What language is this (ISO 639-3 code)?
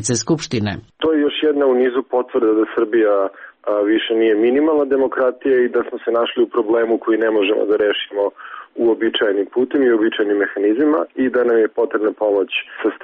srp